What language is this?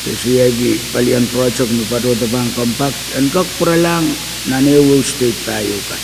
Pohnpeian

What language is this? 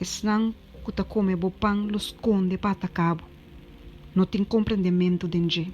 Papiamento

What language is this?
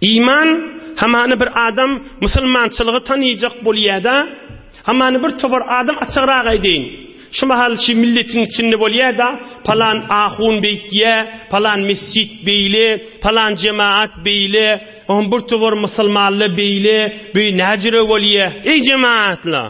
Turkmen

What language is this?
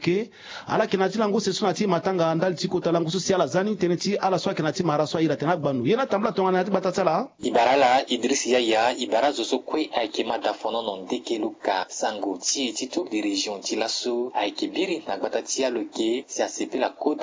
Sango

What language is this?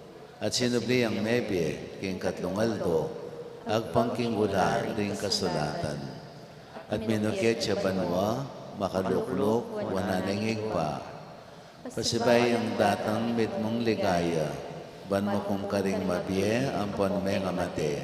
Pampanga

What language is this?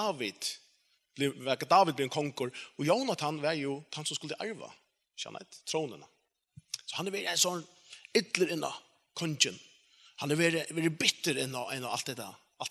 Faroese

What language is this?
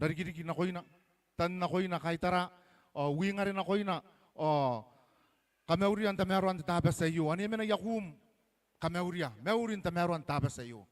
Gilbertese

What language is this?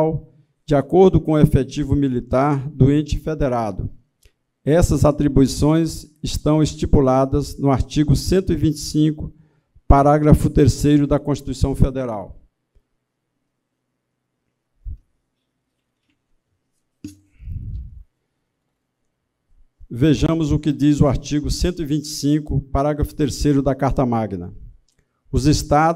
Portuguese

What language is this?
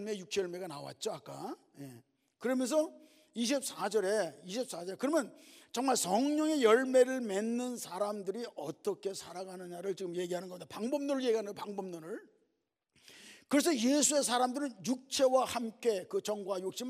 Korean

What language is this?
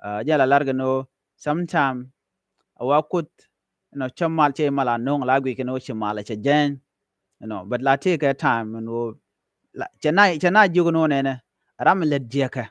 Nuer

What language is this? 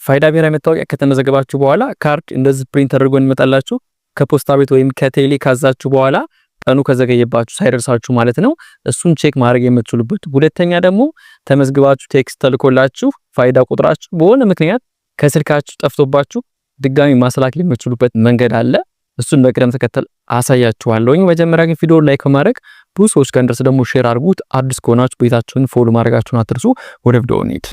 Amharic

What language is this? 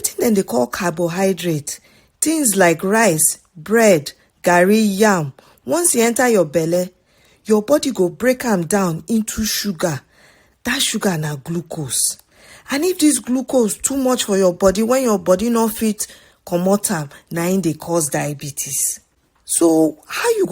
Nigerian Pidgin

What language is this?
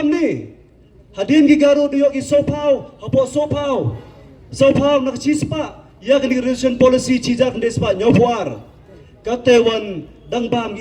Pnar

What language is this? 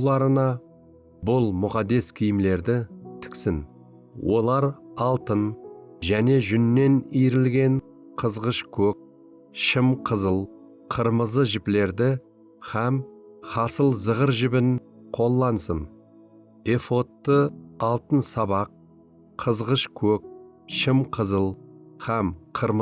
Kara-Kalpak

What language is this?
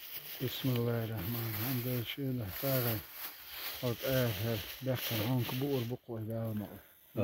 Chechen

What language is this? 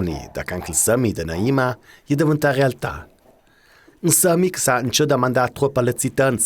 Ladin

